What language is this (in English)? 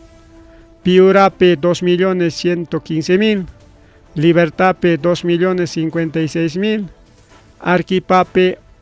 Ayacucho Quechua